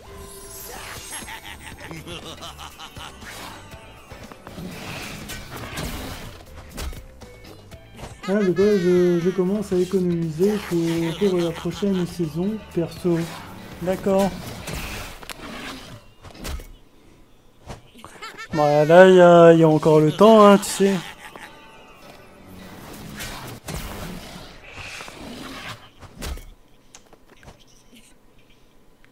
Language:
French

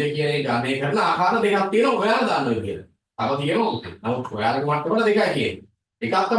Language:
Sinhala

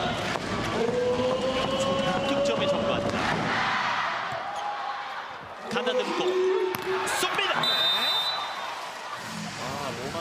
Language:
Korean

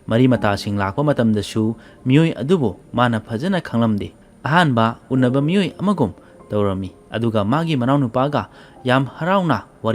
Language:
Manipuri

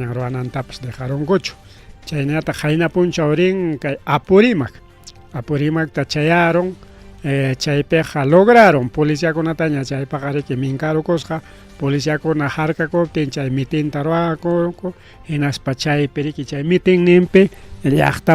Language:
Ayacucho Quechua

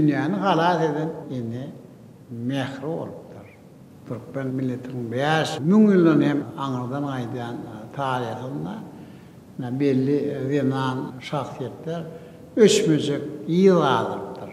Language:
Turkmen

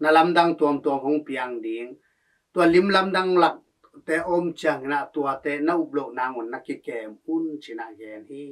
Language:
Tedim Chin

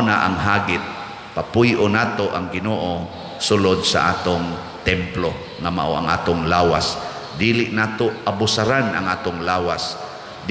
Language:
Cebuano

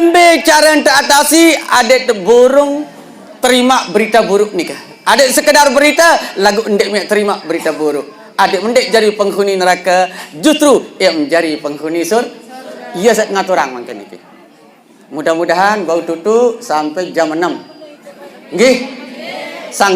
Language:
Sasak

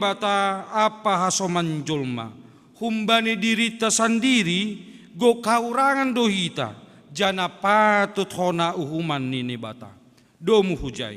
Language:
Batak Simalungun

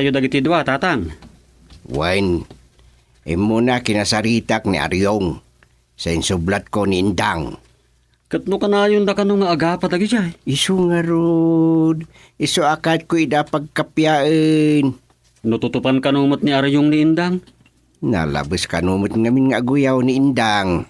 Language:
Iloko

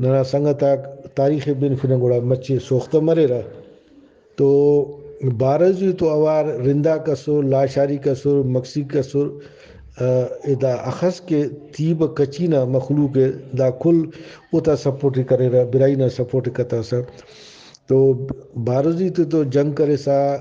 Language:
Brahui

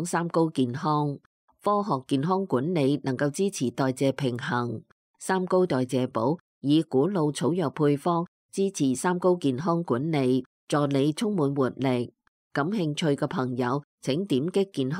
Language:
Cantonese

